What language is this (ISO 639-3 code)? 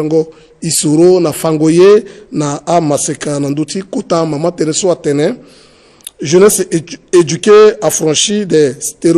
sag